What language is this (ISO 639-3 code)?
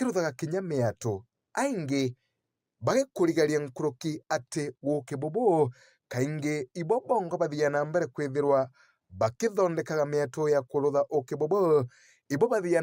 mer